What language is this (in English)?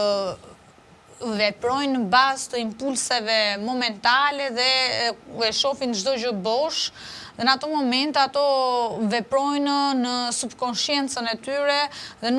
Albanian